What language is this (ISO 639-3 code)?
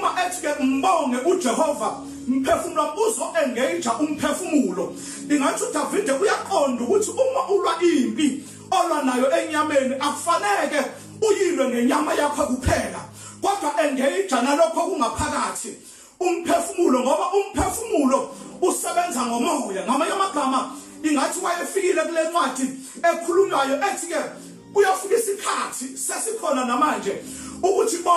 zul